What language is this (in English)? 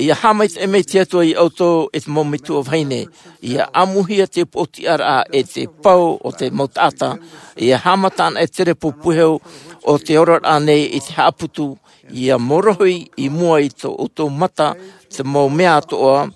Tahitian